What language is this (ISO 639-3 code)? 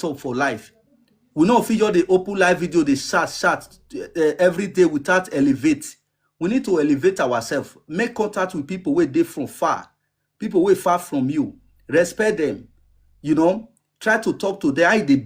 pcm